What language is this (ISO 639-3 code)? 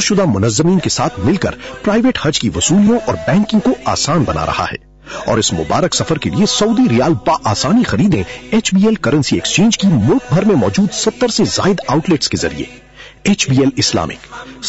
urd